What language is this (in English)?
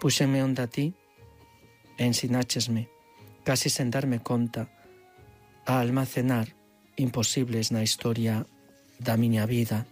Galician